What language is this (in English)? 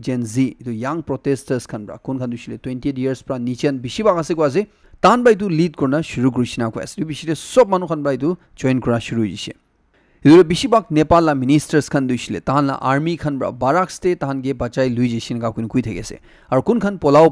Naga Pidgin